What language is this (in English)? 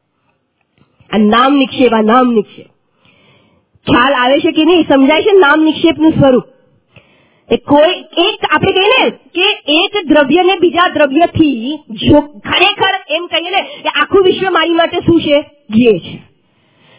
Gujarati